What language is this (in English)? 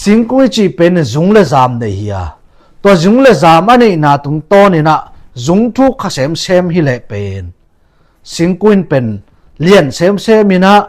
Tedim Chin